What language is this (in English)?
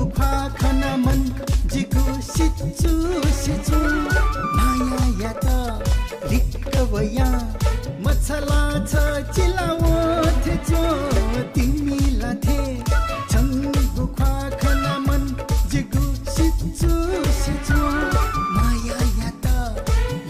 Newari